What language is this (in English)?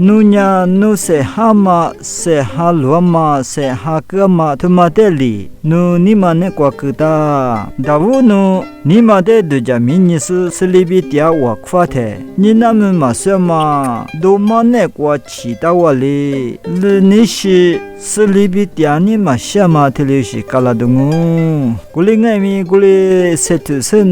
Lisu